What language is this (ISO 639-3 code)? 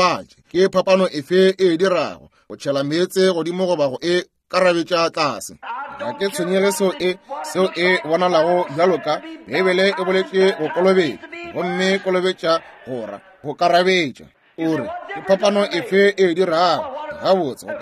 nso